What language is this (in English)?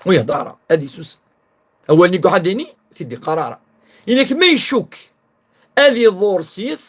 Kabyle